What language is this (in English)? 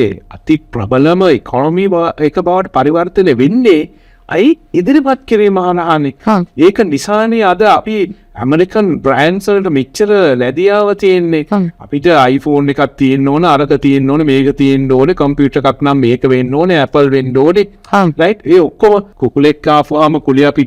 Sinhala